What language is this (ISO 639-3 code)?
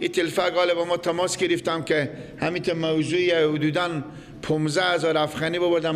fas